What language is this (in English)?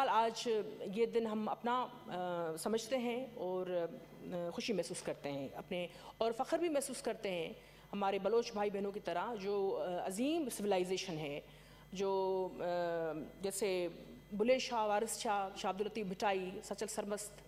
Urdu